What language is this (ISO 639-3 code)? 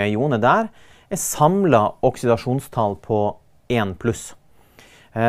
nor